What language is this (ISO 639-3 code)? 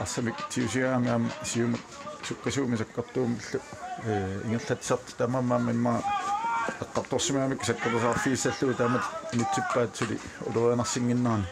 kal